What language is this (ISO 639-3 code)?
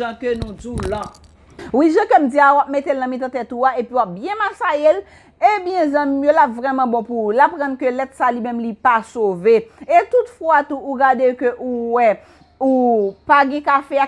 hat